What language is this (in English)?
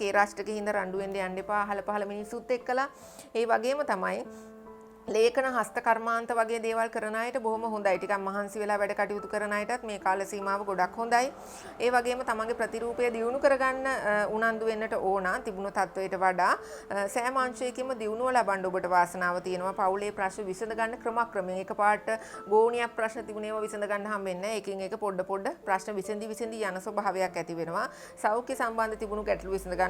Sinhala